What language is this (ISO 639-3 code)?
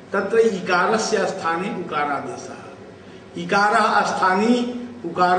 san